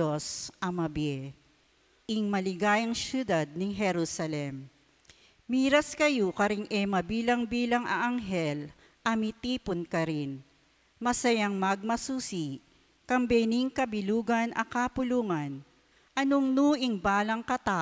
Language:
Pampanga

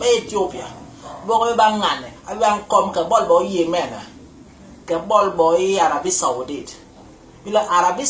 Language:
Basaa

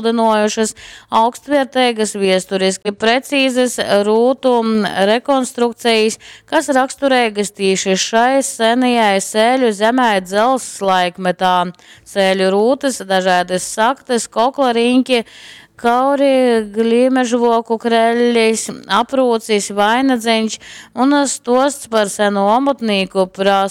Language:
Latgalian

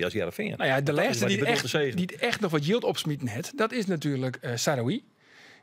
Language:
Western Frisian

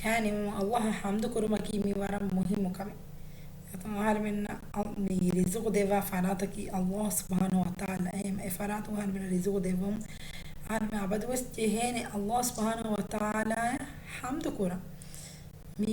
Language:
Divehi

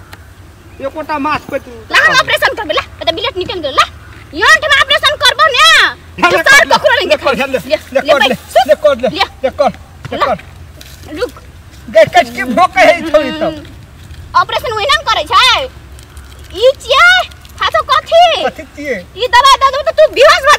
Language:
Maithili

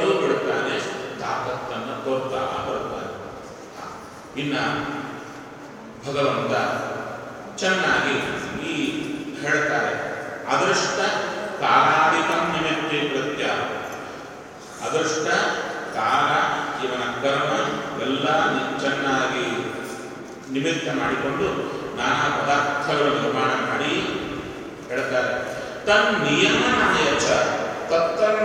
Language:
Kannada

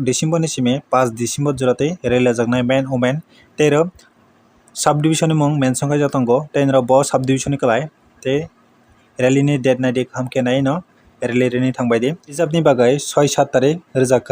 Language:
Kok Borok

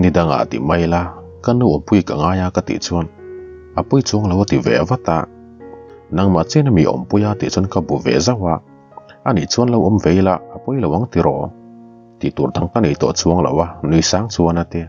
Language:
Mizo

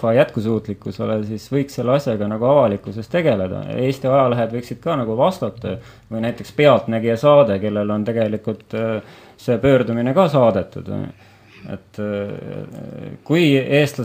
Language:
Estonian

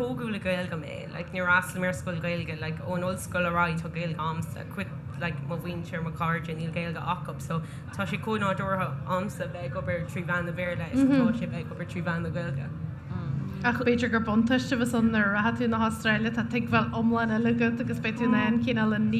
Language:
Irish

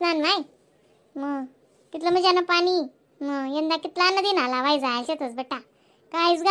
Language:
Khandesi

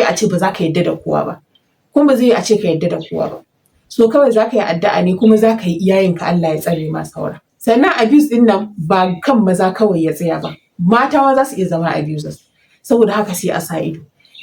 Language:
Hausa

